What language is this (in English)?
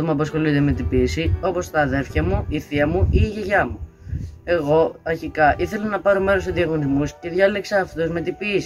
Greek